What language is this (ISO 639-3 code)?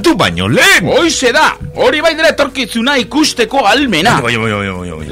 eus